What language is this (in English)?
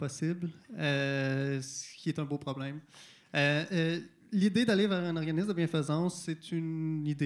French